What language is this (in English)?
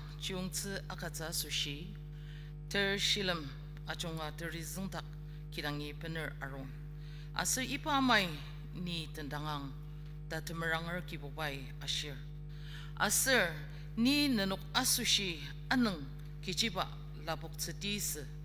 Ao Naga